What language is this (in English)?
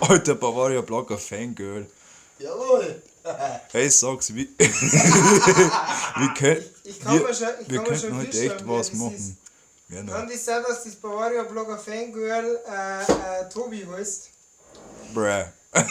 Bavarian